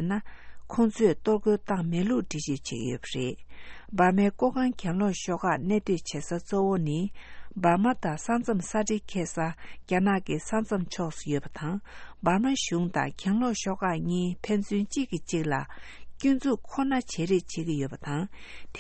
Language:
Tibetan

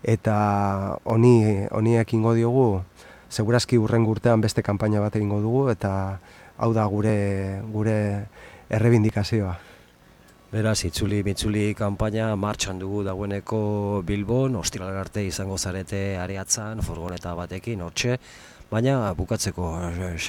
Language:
Basque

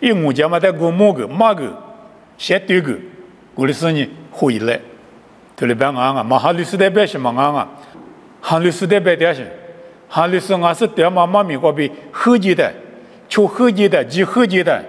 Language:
Lisu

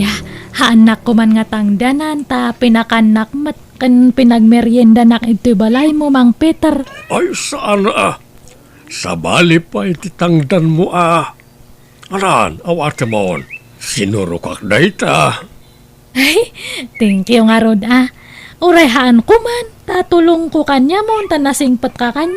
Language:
Iloko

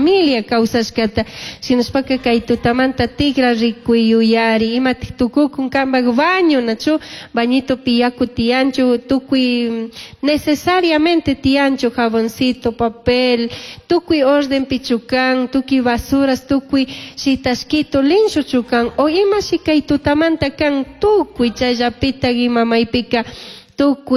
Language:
Chimborazo Highland Quichua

